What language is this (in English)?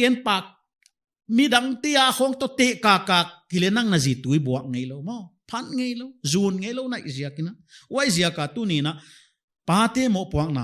Paite Chin